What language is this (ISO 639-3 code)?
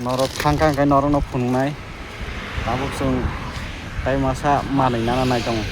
trp